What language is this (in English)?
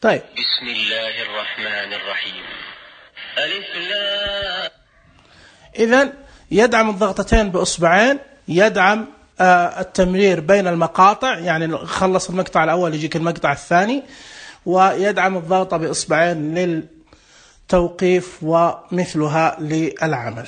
Najdi Arabic